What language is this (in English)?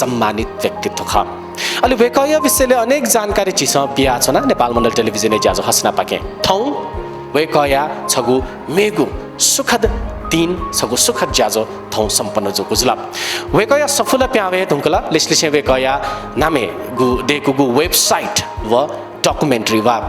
Newari